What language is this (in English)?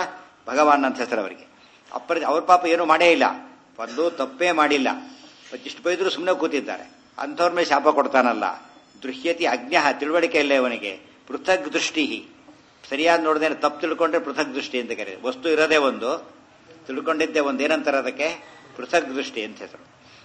Kannada